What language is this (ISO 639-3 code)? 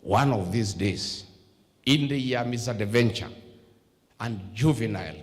kam